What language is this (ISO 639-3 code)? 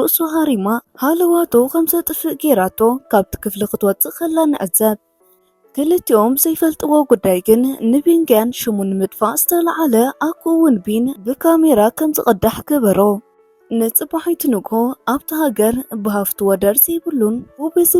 tir